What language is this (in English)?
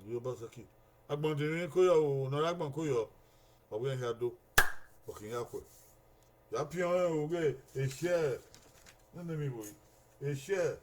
Bini